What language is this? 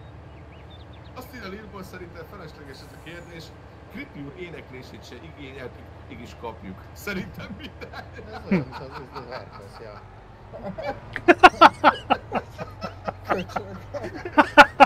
Hungarian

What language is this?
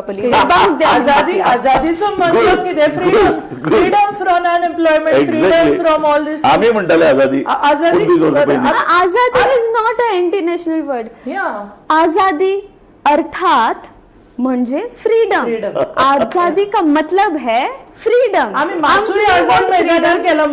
Konkani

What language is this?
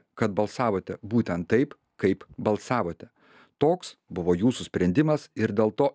Lithuanian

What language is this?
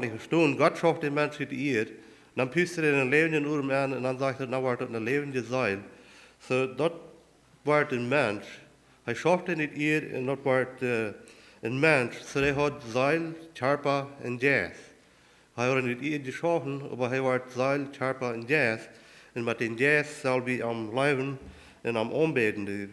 Plautdietsch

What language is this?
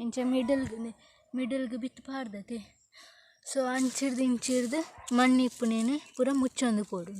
Tulu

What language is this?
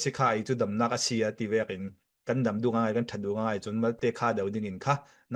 Falam Chin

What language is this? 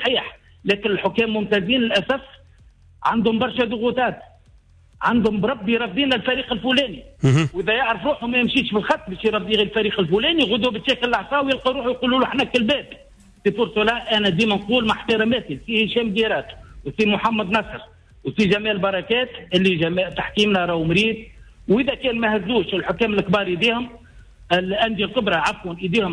Tunisian Arabic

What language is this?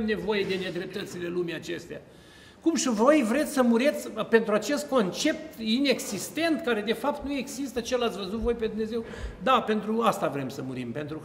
Romanian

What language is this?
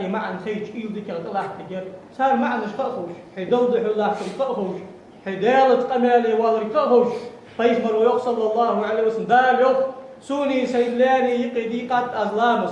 Ingush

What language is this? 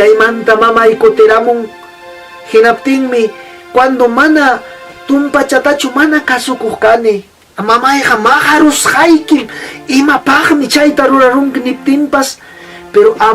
Ayacucho Quechua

